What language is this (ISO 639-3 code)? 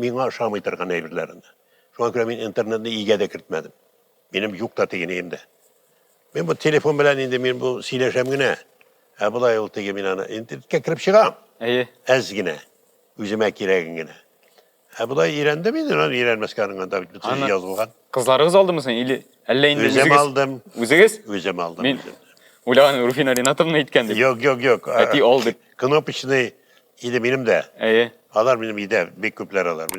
tat